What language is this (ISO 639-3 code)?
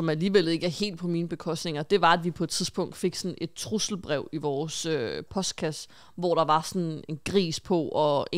dan